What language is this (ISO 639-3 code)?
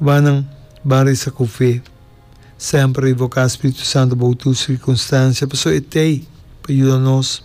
pap